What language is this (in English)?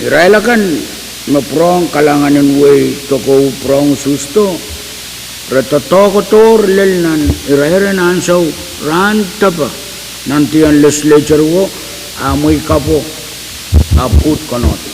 Pohnpeian